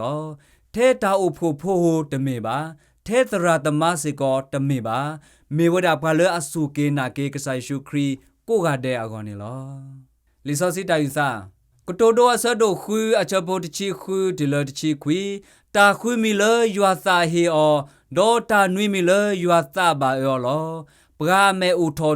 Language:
S'gaw Karen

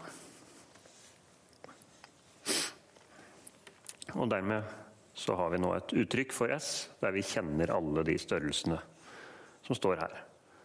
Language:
Norwegian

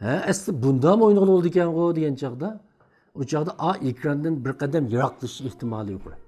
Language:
Uyghur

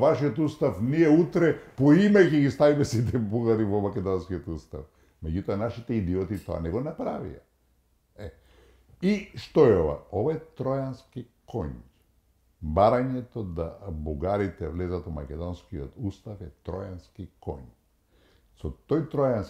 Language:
Macedonian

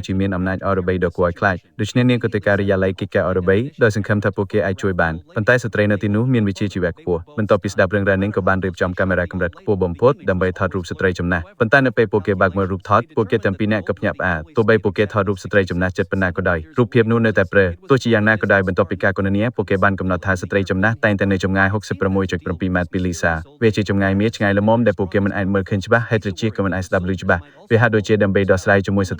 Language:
Khmer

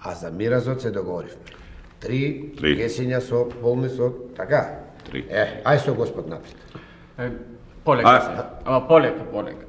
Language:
Macedonian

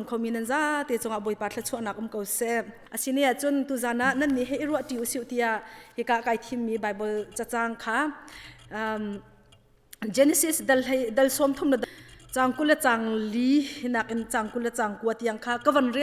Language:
Hakha Chin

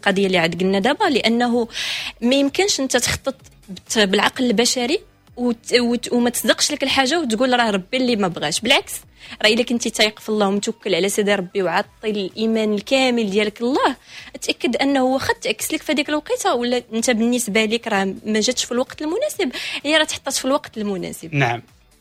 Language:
Moroccan Arabic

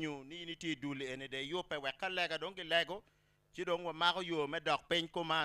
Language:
Acoli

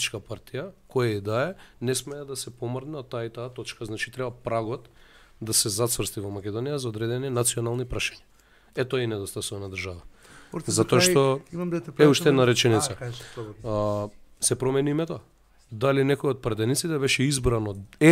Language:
Macedonian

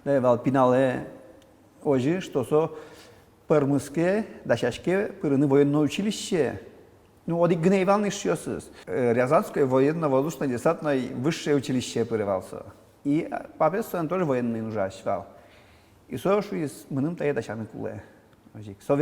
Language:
Udmurt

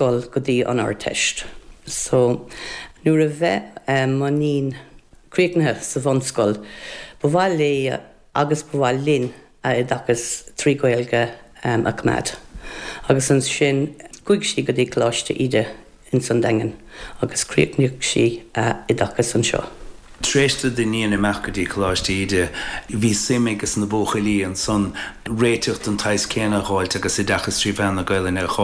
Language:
Irish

